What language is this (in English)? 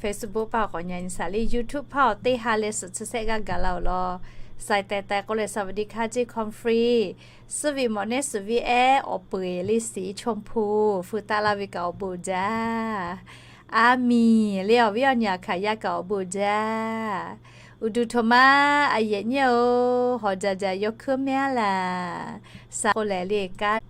Lahu